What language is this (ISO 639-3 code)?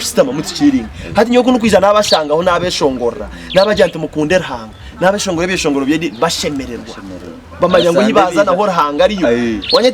nyn